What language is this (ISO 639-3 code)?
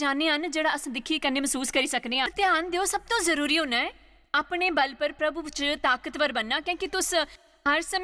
doi